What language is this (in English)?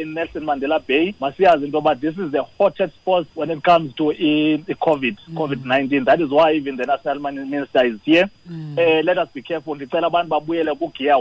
Xhosa